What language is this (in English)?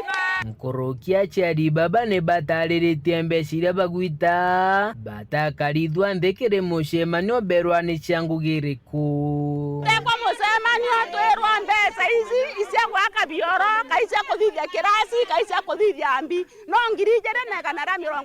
Meru